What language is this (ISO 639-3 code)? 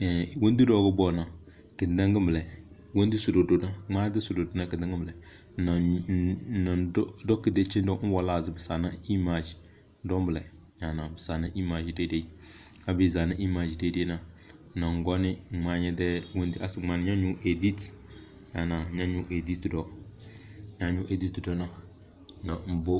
kdh